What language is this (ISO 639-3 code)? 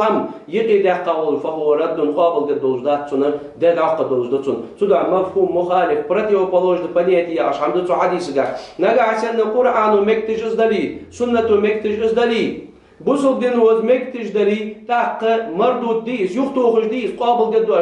inh